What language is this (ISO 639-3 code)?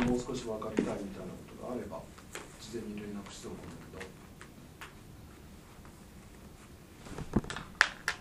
jpn